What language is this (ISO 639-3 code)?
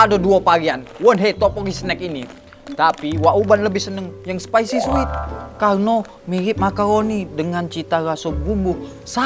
mui